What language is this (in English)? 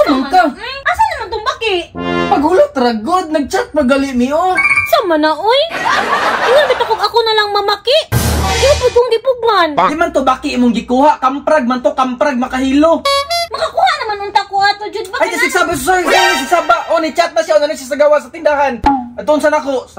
Cebuano